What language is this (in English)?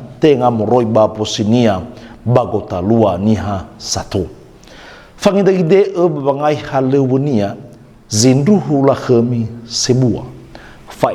Nias